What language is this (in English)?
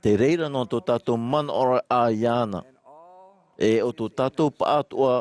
Tahitian